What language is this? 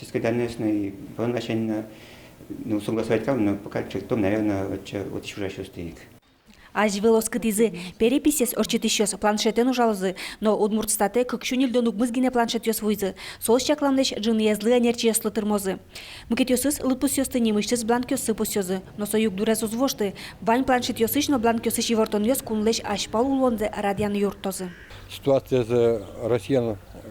Udmurt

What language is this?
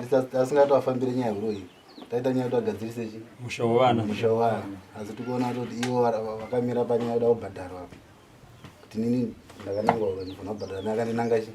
Shona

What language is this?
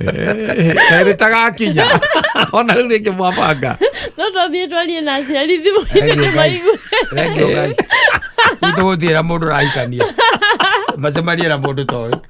Kikuyu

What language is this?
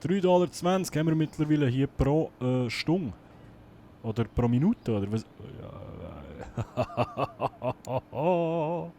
Swiss German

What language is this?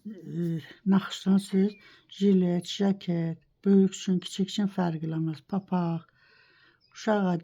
Azerbaijani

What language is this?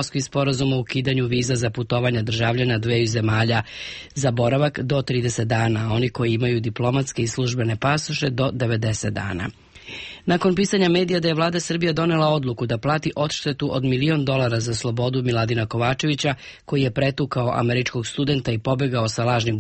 Serbian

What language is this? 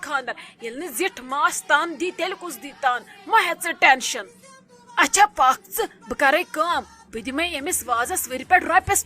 Kashmiri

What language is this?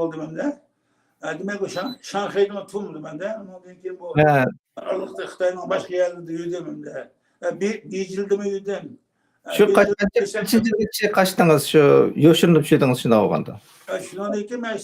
Uyghur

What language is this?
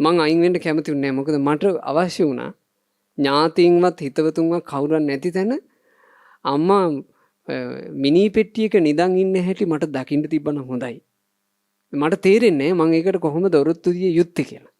Sinhala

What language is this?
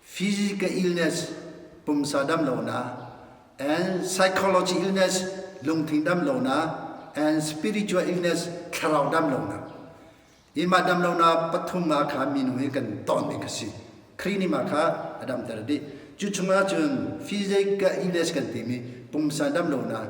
Hakha Chin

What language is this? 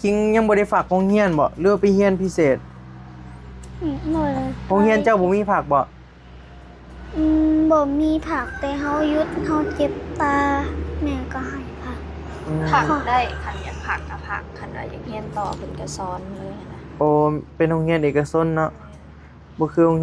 Northeastern Thai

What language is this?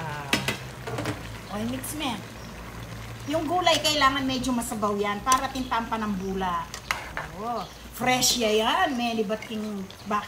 Filipino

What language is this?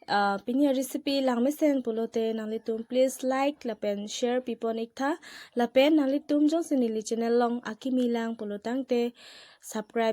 Karbi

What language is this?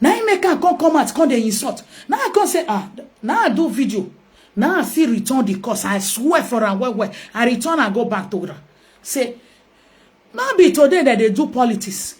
Nigerian Pidgin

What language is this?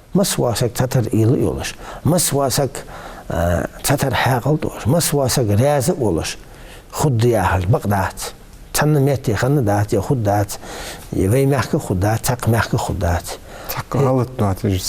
Ingush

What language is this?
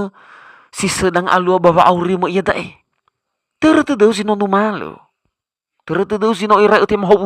Nias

